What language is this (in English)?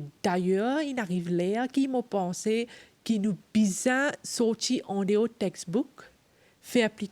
Morisyen